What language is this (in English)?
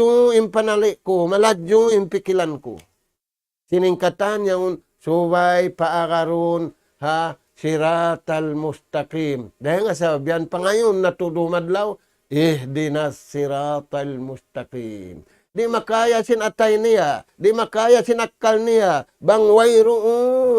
Tausug